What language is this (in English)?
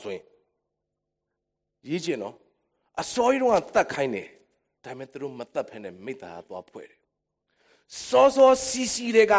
Burmese